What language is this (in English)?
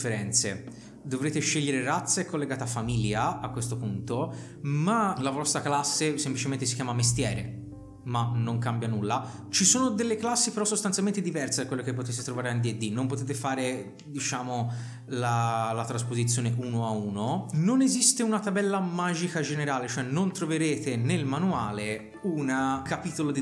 Italian